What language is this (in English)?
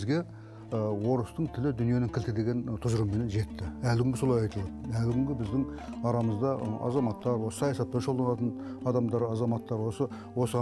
Kazakh